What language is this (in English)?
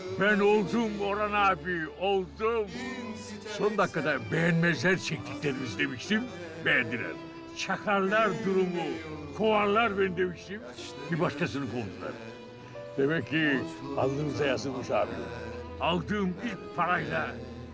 Turkish